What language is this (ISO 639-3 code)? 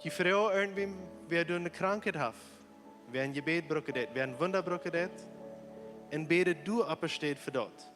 pdt